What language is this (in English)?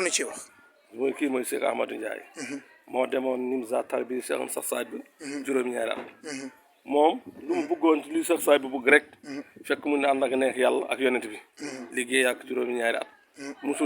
Wolof